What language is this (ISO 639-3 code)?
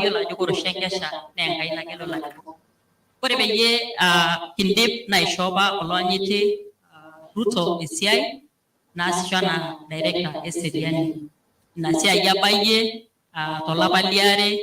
mas